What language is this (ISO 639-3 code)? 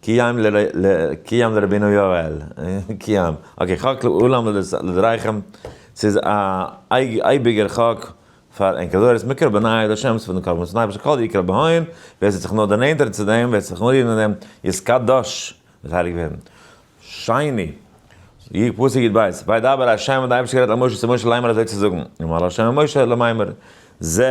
yid